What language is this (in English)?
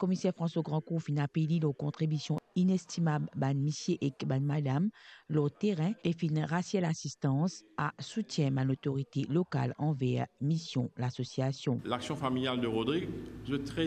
Morisyen